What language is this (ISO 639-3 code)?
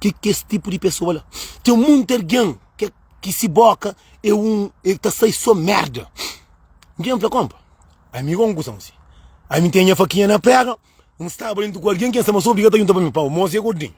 kea